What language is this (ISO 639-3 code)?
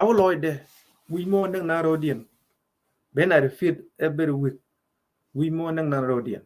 nus